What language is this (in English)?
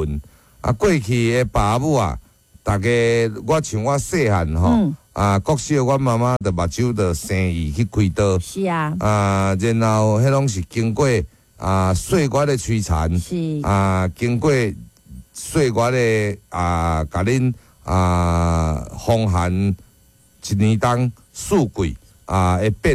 Min Nan Chinese